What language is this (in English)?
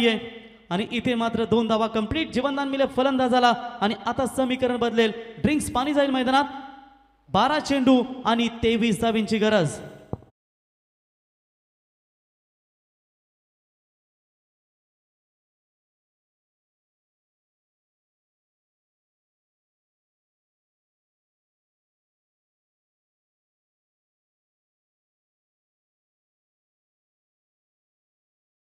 Marathi